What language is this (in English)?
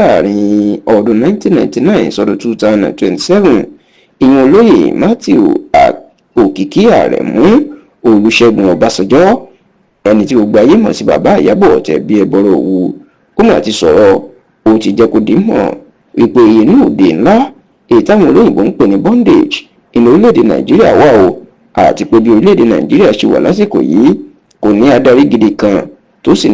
Yoruba